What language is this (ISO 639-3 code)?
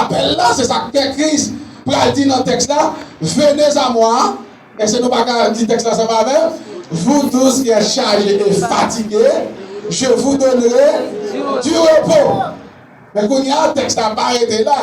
hat